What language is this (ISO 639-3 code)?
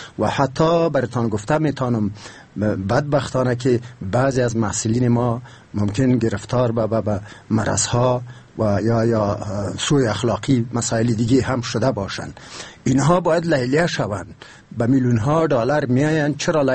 fas